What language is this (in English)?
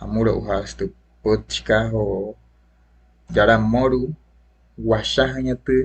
Wayuu